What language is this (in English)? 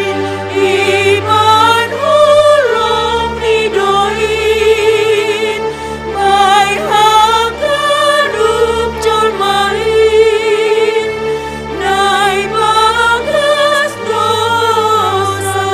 Batak Simalungun